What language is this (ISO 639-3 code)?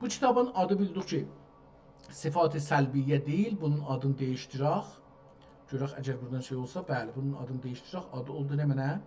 azb